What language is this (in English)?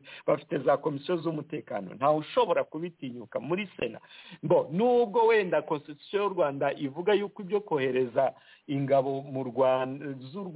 Kinyarwanda